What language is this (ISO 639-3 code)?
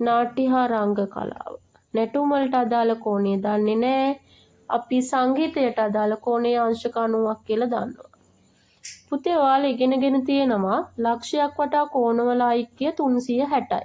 sin